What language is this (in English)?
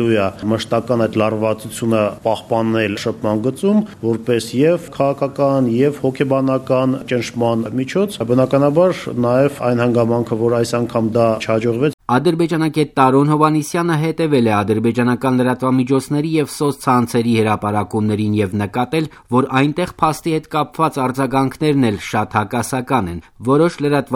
Armenian